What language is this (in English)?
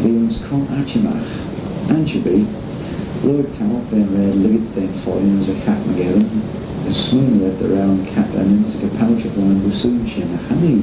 Manx